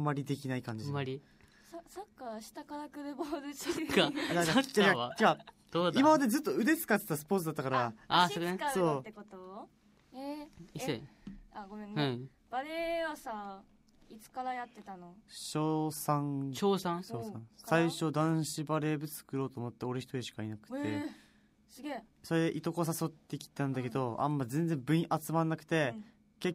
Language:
Japanese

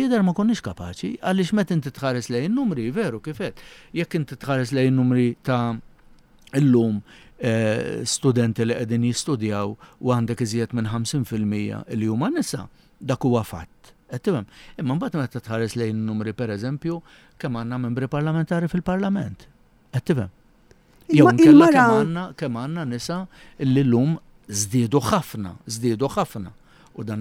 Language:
Maltese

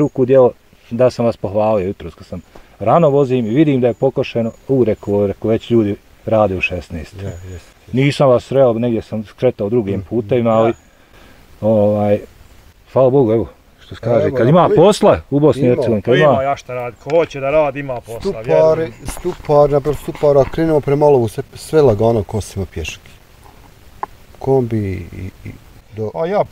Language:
Bosnian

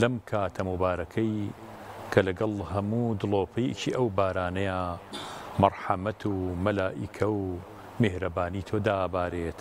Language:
Central Kurdish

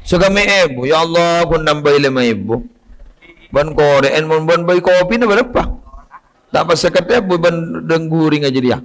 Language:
Madurese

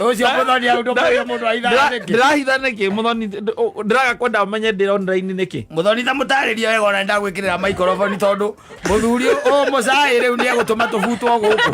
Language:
Kikuyu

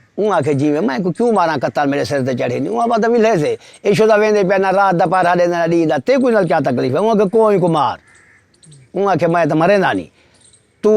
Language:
Saraiki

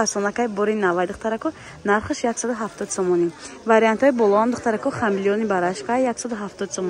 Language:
Tajik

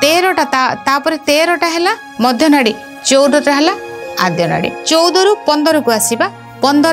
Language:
Odia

